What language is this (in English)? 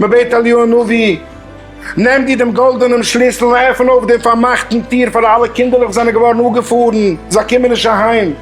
Yiddish